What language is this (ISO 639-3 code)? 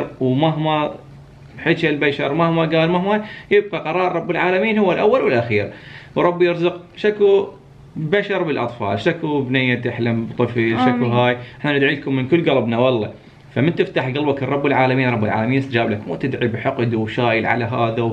acm